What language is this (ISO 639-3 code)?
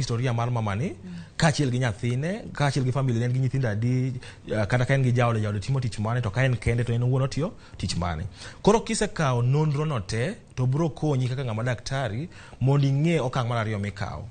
luo